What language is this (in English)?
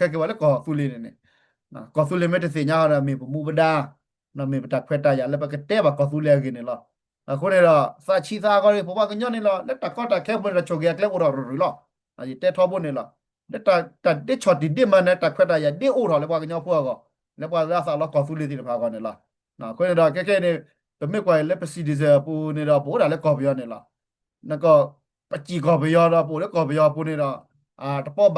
S'gaw Karen